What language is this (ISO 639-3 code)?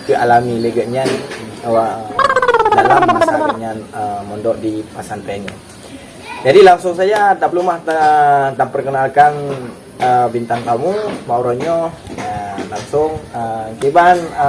ace